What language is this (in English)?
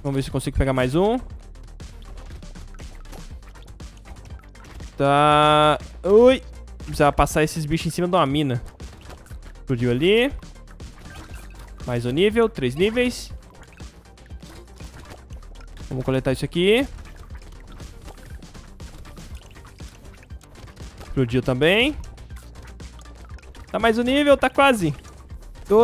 Portuguese